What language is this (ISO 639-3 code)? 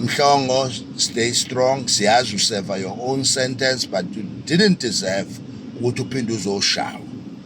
zul